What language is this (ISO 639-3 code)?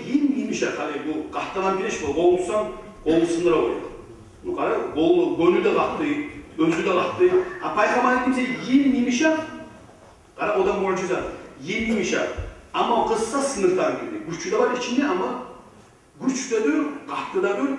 kum